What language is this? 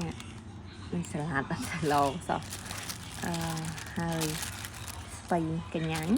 Khmer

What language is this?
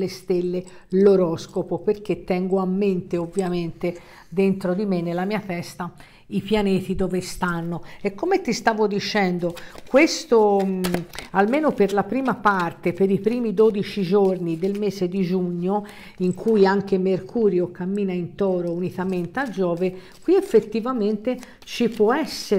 Italian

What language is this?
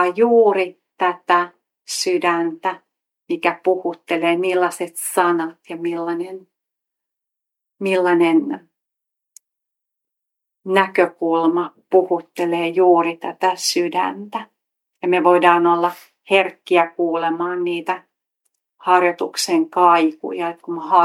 Finnish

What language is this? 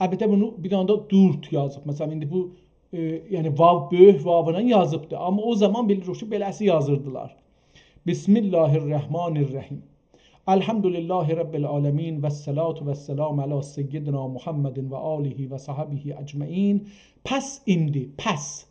South Azerbaijani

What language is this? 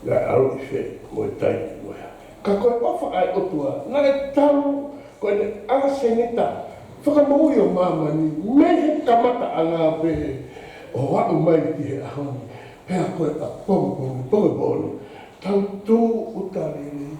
Tongan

